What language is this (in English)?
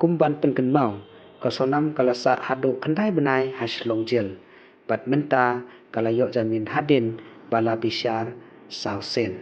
Khasi